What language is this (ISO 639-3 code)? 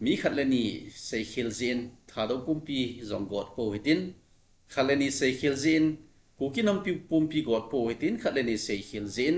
tcz